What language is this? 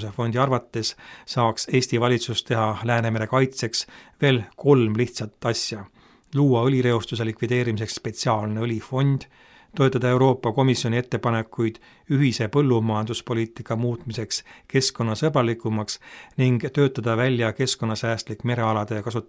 Estonian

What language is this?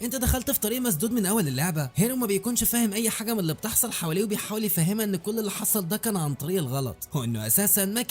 Egyptian Arabic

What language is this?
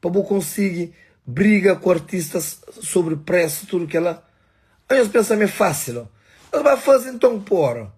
Kabuverdianu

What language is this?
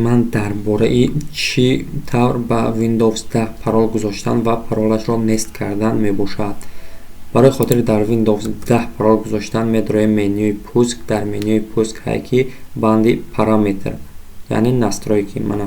Tajik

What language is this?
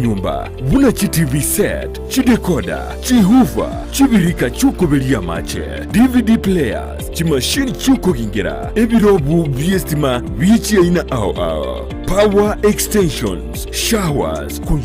Gusii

